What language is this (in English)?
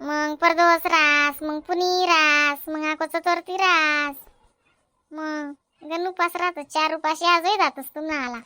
Khandesi